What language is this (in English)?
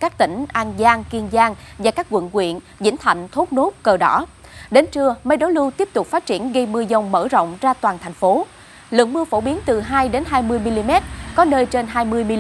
Vietnamese